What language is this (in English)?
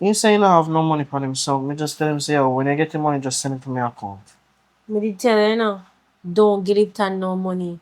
Jamaican Creole English